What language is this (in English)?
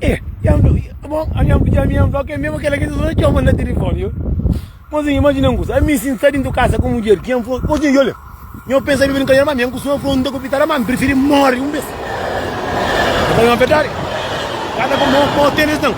Kabuverdianu